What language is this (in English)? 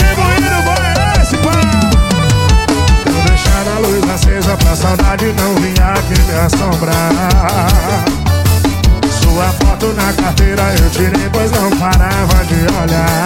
Portuguese